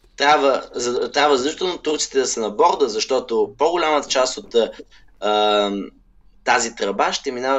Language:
Bulgarian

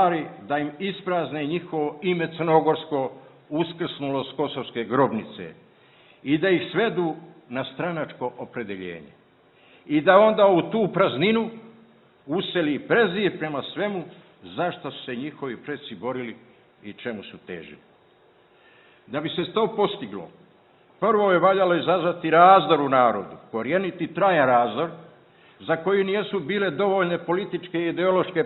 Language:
Serbian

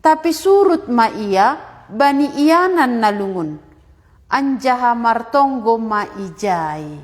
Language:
Batak Simalungun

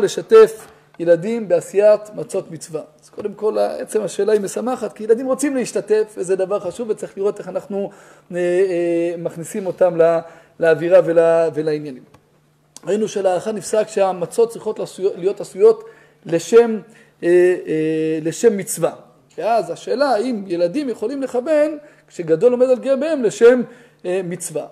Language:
Hebrew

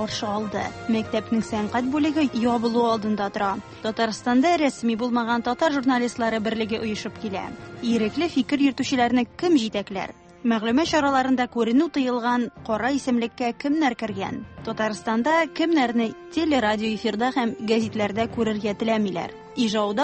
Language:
Tatar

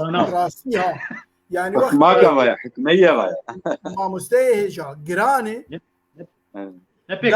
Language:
Kurdish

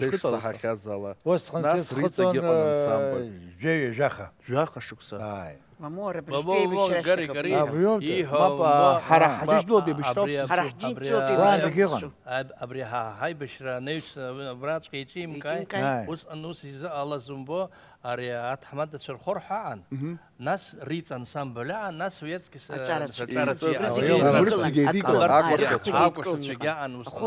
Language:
Abkhazian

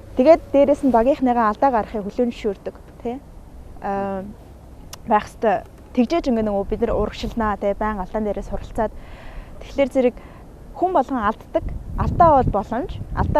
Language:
Mongolian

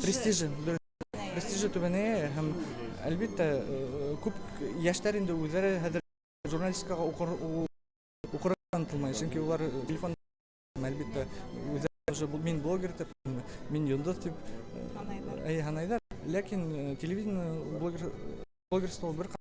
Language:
Bashkir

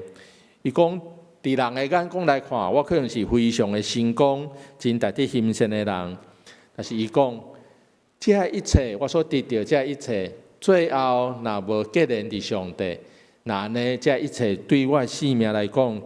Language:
Min Nan Chinese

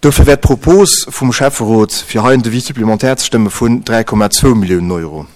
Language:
Luxembourgish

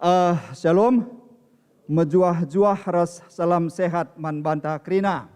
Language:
Batak Karo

